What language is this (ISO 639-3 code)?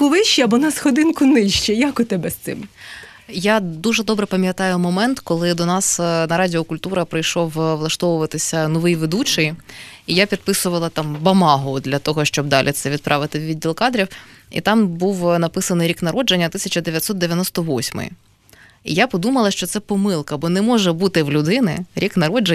ukr